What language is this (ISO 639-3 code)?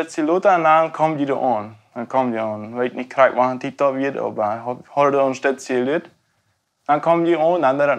pdt